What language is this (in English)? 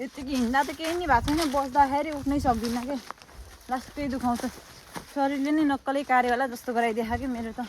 Nepali